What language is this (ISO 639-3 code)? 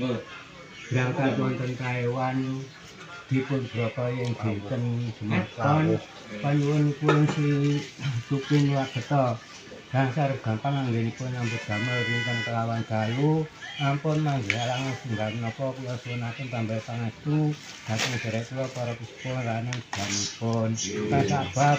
jav